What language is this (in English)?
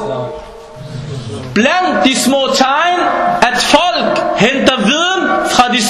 Danish